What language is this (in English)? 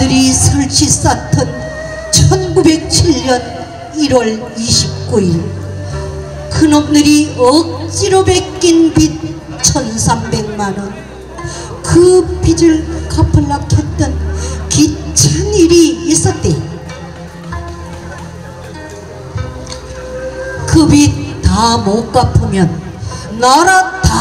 Korean